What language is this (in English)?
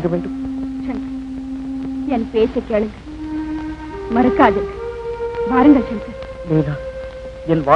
Tamil